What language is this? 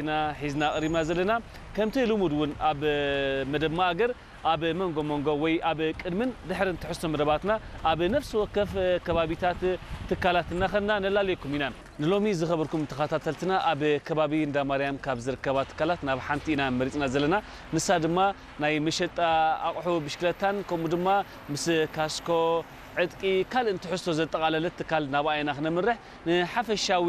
Tigrinya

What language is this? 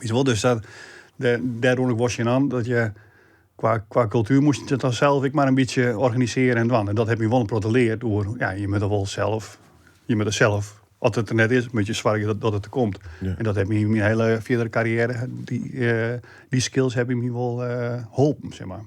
Western Frisian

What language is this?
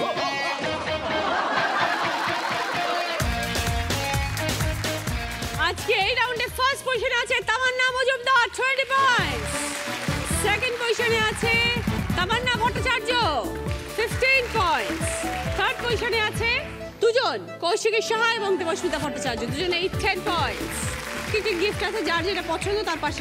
Bangla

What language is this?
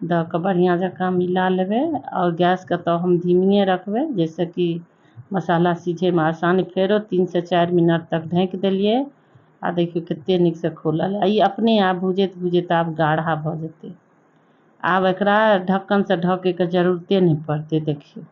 Maithili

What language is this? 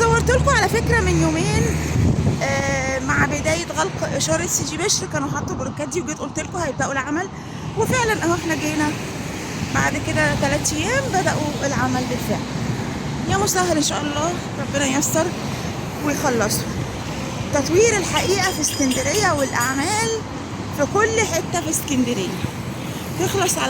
Egyptian Arabic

